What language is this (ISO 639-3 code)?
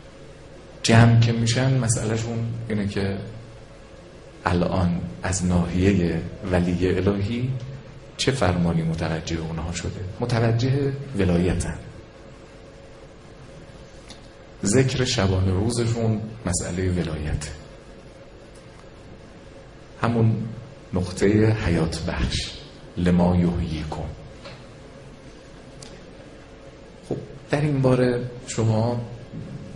fas